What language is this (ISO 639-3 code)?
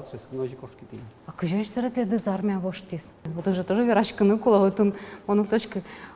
udm